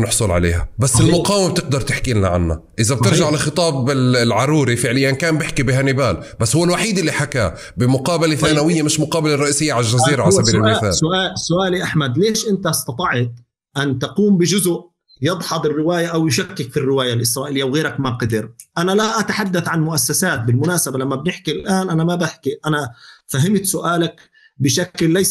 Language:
North Levantine Arabic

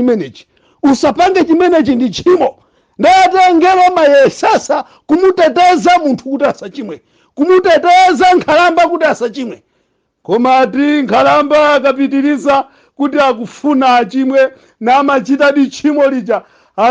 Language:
Nyanja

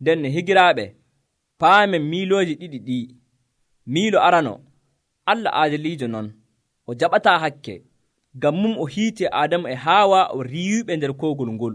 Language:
Nigerian Fulfulde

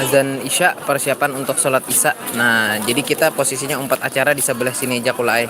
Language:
Banjar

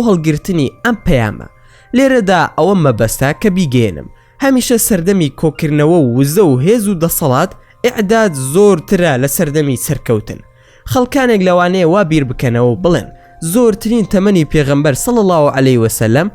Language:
Central Kurdish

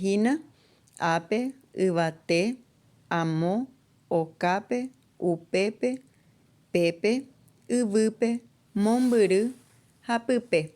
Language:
Guarani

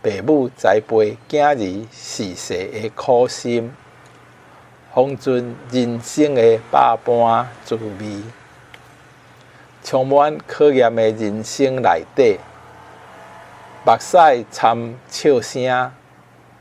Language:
Min Nan Chinese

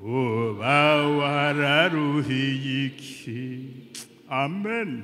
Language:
Rundi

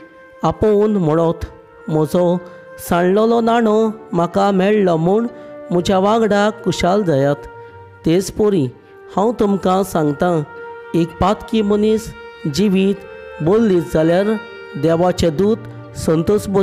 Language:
Konkani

